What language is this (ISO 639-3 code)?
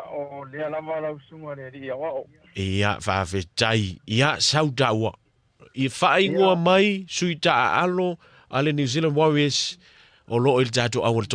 smo